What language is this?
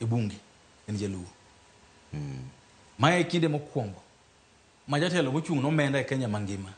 Luo (Kenya and Tanzania)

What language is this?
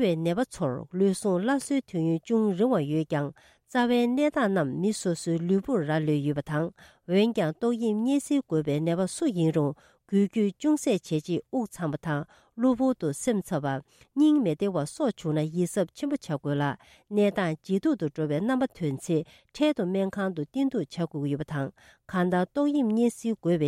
Tibetan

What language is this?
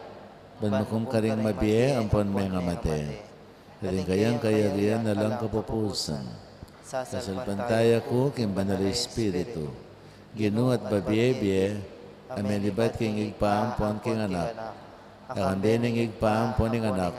Pampanga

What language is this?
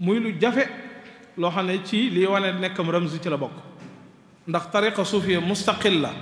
Wolof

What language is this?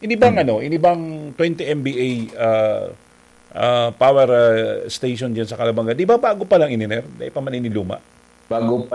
Bikol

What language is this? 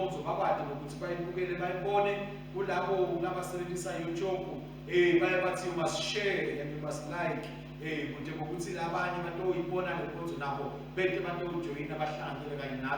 Swati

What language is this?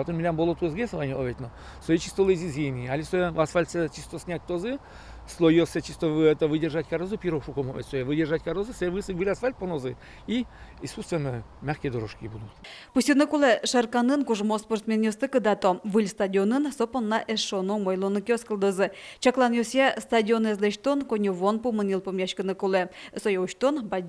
Udmurt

